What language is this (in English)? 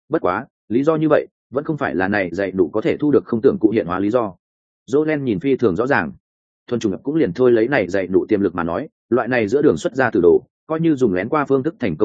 Vietnamese